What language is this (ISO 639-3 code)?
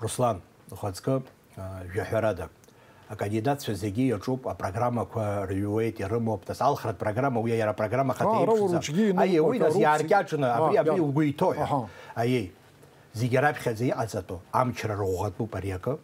abk